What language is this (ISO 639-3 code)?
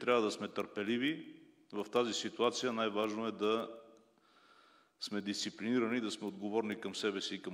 bul